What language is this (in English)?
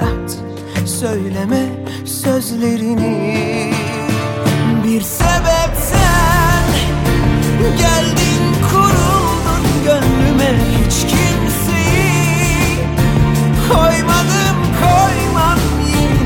Turkish